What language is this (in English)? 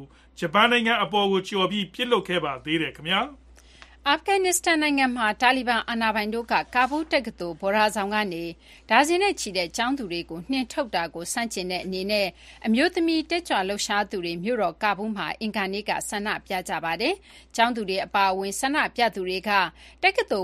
Burmese